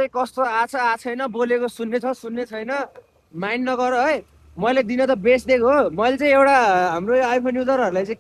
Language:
Nepali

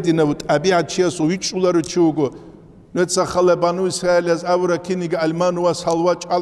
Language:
Avaric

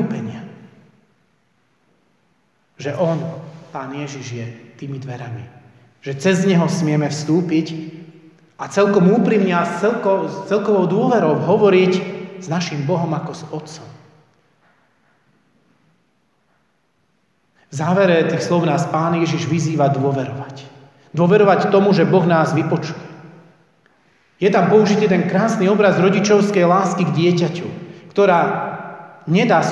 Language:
Slovak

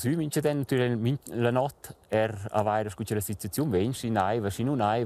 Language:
Romansh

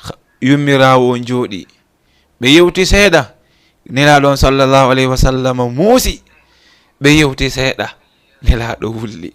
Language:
Fula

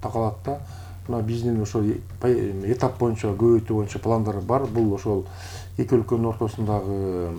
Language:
Kyrgyz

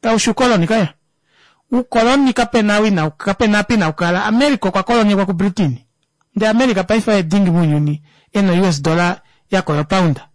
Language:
Kuanyama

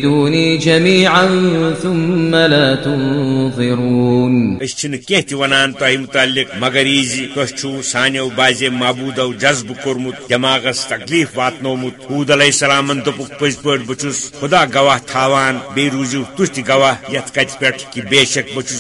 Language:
Kashmiri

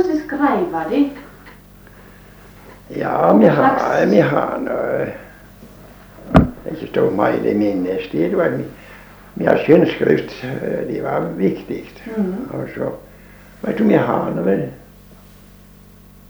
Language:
Norwegian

